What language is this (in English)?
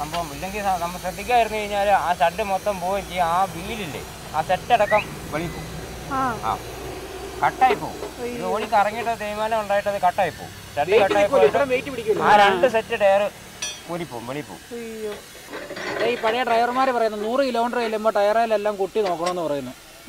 Malayalam